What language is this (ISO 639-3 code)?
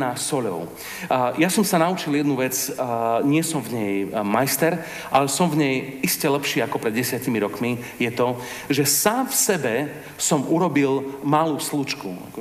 slk